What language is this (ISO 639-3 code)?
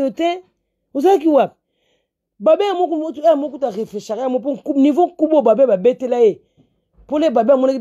lin